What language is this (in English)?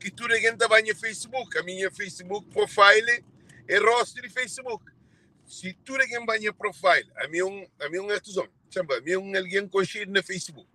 Kabuverdianu